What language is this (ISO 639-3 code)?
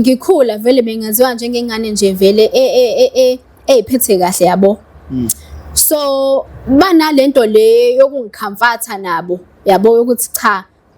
zul